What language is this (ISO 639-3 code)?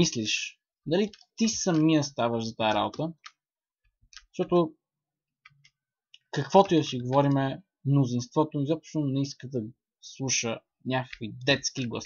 bul